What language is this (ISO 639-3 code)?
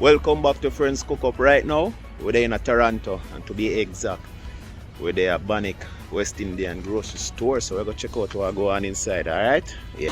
jam